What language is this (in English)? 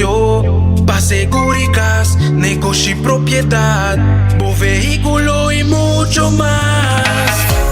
Papiamento